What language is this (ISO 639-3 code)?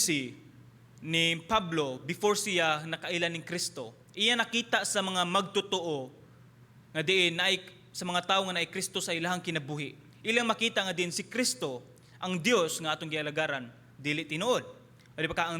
ceb